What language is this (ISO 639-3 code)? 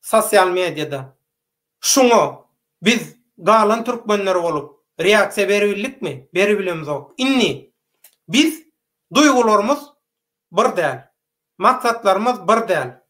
tuk